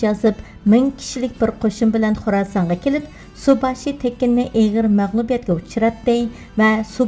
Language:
Uyghur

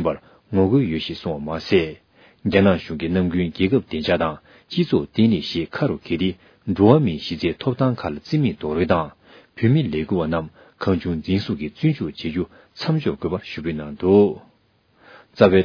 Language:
Tibetan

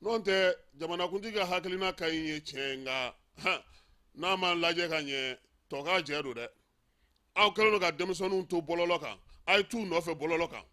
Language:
Bambara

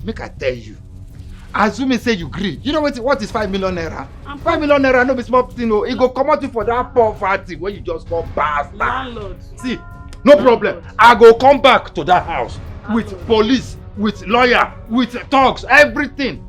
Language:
Nigerian Pidgin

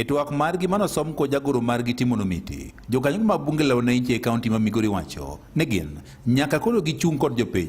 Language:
Luo (Kenya and Tanzania)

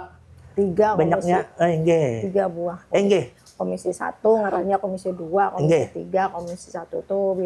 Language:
Banjar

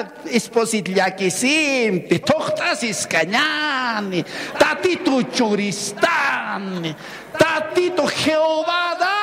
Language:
Aymara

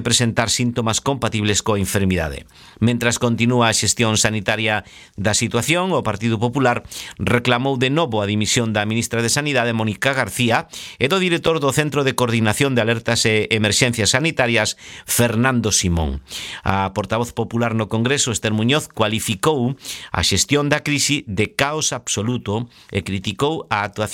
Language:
Galician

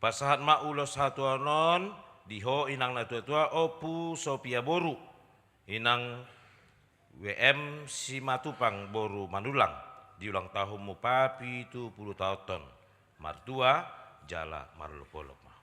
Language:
Batak Toba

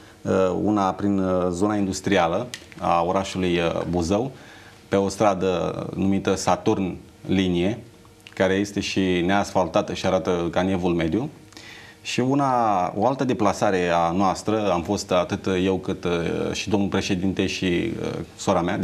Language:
Romanian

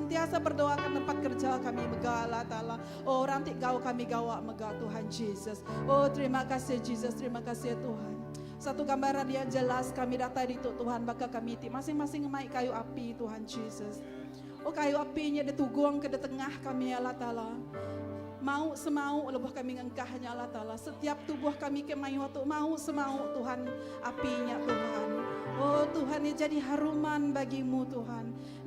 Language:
Iban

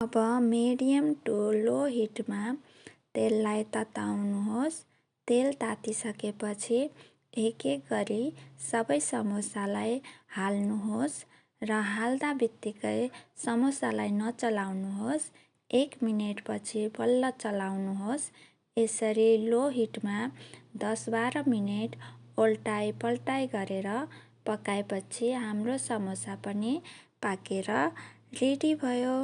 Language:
Nepali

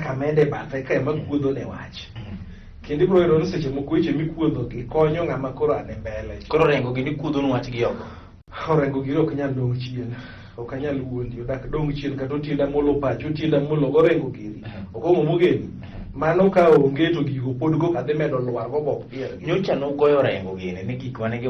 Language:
Luo (Kenya and Tanzania)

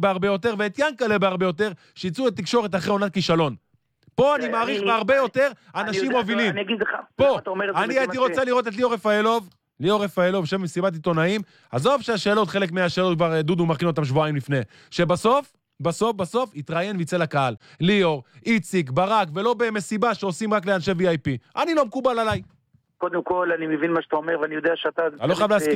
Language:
Hebrew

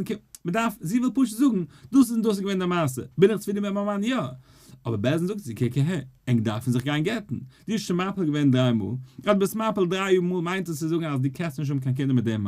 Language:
Yiddish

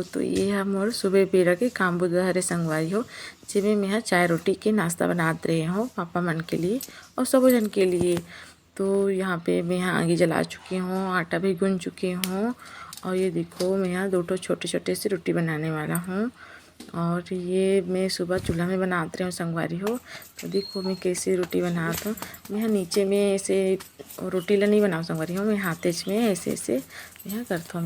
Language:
Chhattisgarhi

